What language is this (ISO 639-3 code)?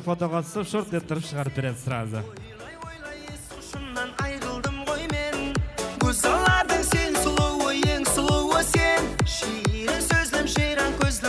kaa